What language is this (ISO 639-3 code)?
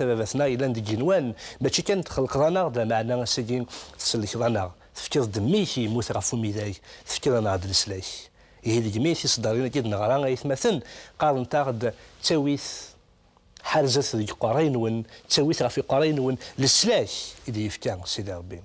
kab